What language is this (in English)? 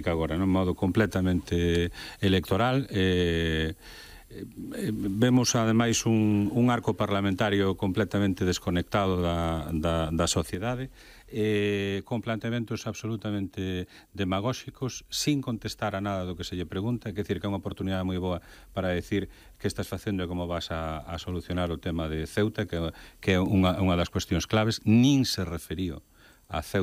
Galician